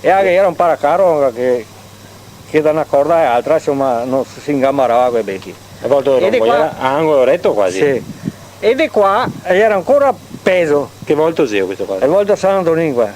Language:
Venetian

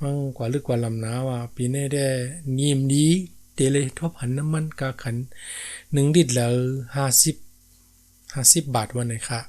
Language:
Shan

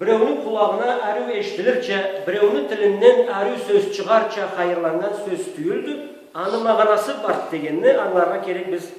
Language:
Karachay-Balkar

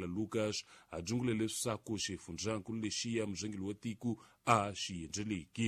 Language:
Tsonga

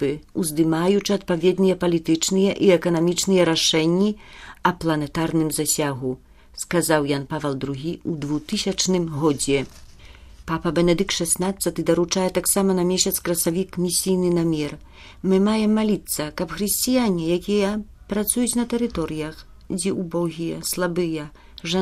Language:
Belarusian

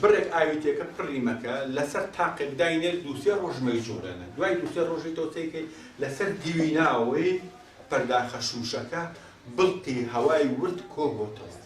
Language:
Central Kurdish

